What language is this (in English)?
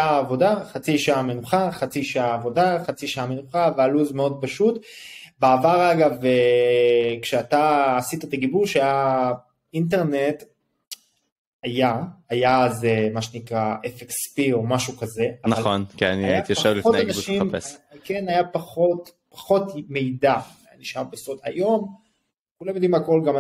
Hebrew